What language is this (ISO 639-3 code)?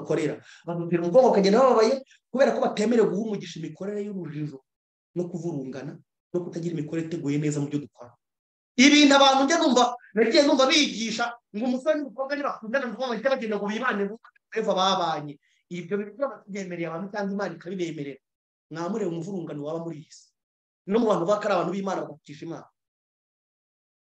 kin